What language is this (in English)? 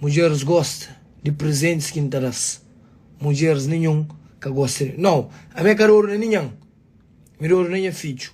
Kabuverdianu